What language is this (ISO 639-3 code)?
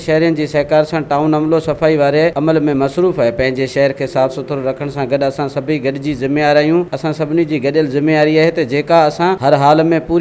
snd